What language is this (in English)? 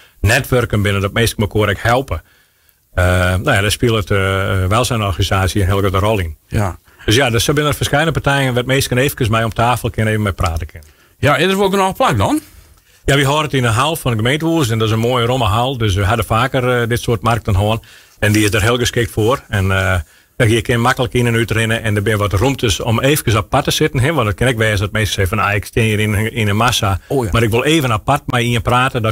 Western Frisian